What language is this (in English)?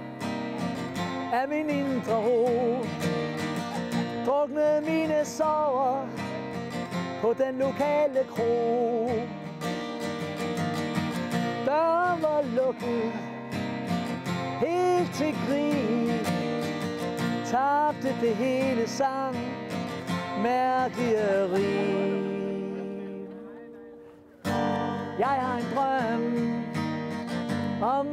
Danish